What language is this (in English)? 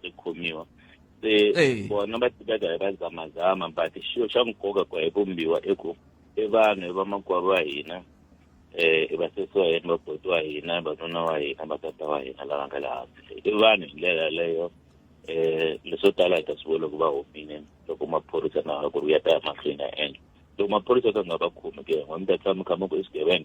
Tsonga